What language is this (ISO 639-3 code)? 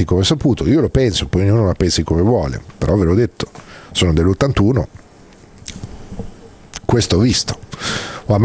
ita